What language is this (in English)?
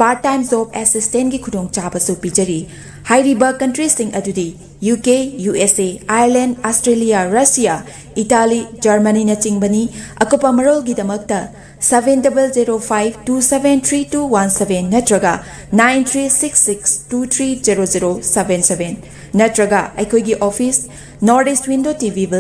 Manipuri